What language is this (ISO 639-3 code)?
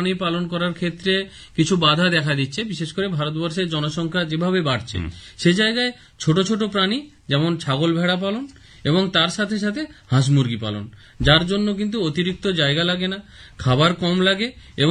ben